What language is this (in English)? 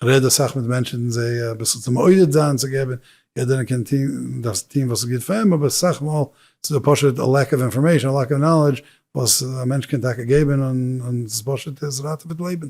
Yiddish